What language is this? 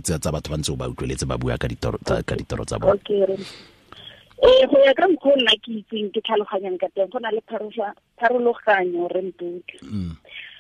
Tswana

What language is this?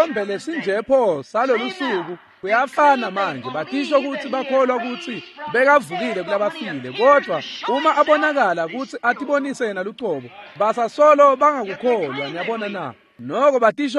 Swati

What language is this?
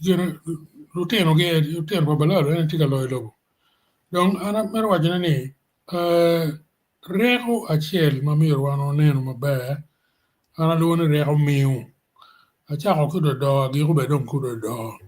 Acoli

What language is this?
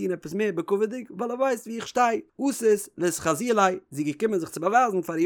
Yiddish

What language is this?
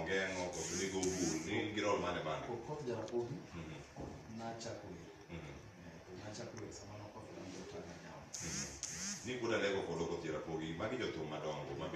Luo (Kenya and Tanzania)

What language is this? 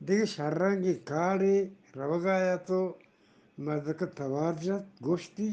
Eastern Balochi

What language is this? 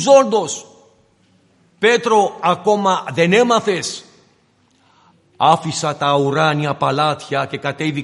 Greek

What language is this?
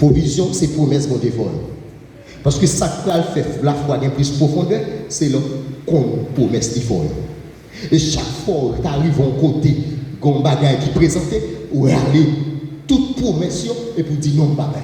Haitian Creole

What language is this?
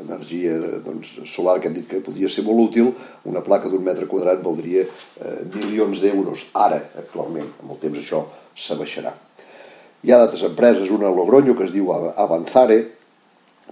Catalan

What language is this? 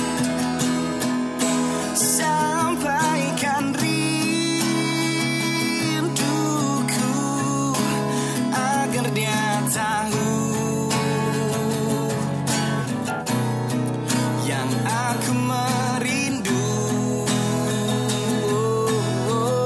Malay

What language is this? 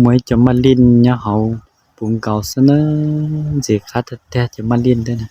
Hmong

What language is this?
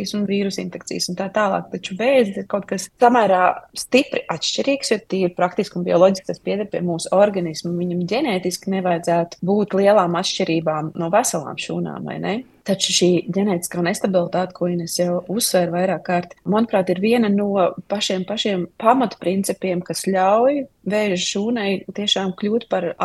Latvian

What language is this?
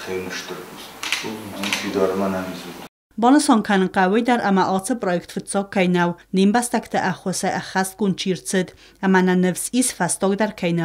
Ossetic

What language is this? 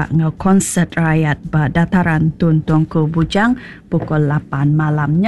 Iban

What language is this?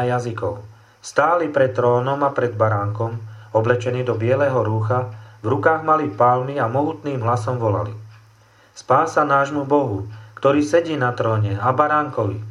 Slovak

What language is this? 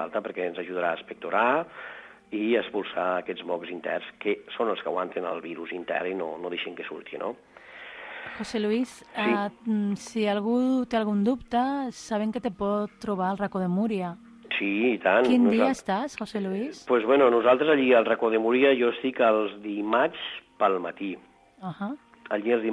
Catalan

